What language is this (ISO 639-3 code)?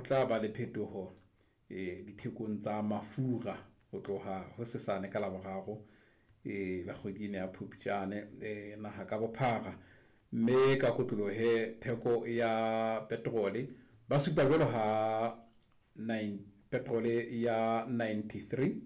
sot